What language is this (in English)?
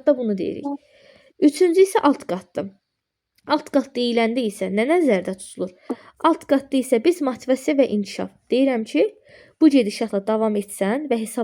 Azerbaijani